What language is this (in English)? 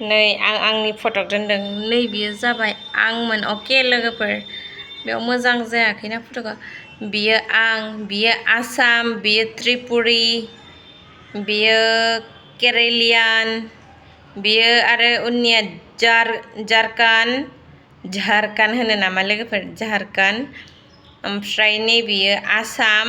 Bodo